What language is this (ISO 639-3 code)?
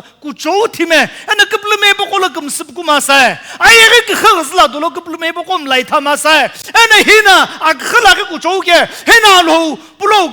nsm